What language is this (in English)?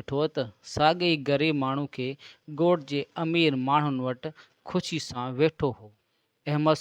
Sindhi